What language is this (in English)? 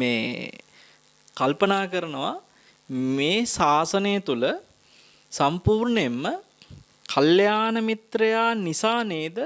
Sinhala